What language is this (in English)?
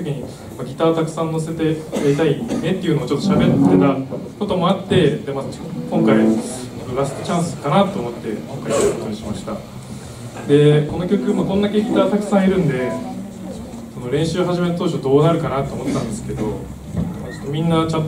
Japanese